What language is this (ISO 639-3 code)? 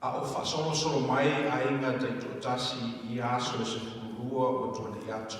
smo